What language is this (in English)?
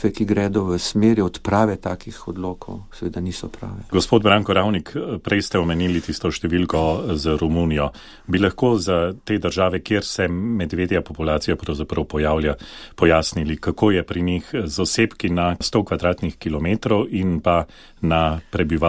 Slovenian